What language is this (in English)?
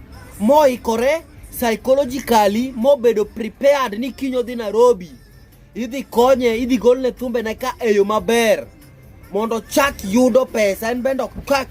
Luo (Kenya and Tanzania)